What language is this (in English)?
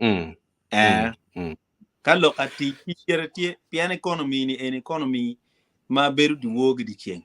Acoli